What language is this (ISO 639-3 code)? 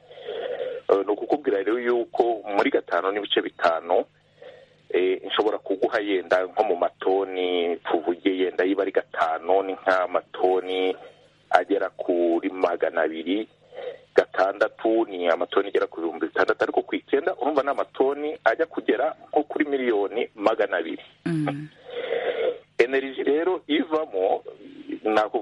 kin